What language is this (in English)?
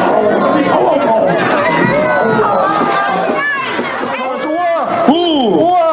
German